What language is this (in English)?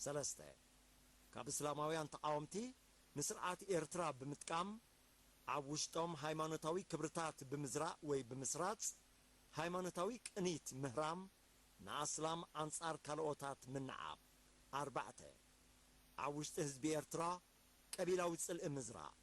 Tigrinya